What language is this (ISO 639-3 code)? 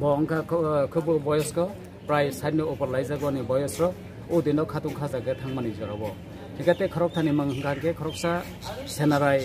trp